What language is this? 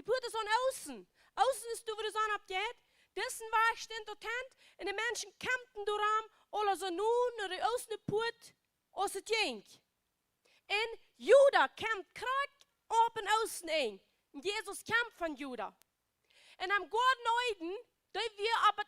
Plautdietsch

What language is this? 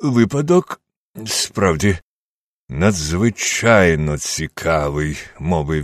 Ukrainian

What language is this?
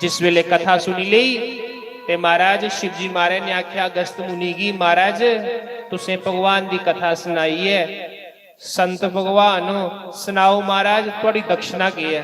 Dogri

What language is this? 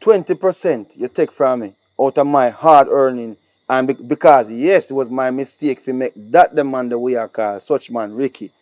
Jamaican Creole English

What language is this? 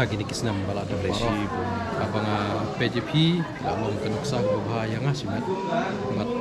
Khasi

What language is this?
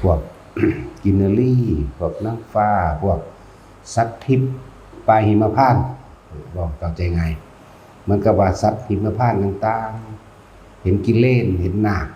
Lao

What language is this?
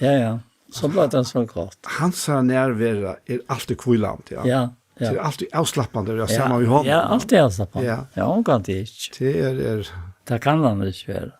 Faroese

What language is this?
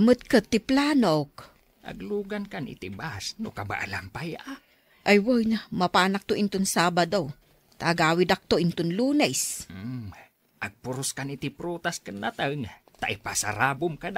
Iloko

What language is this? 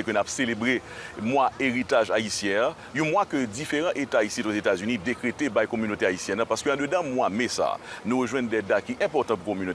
Haitian Creole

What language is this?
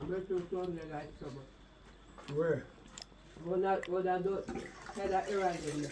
Jamaican Creole English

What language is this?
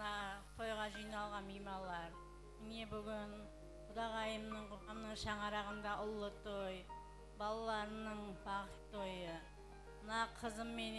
Kara-Kalpak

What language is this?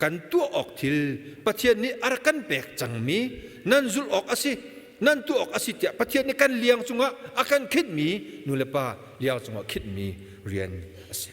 Hakha Chin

